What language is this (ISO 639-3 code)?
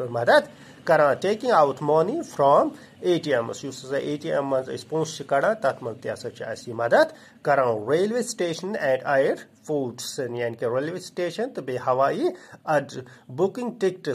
kas